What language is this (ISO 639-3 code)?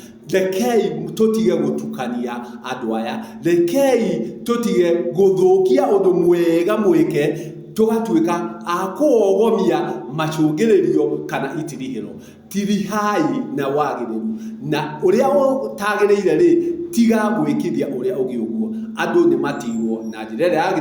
kik